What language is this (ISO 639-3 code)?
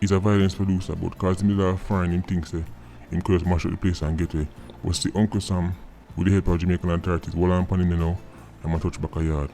jam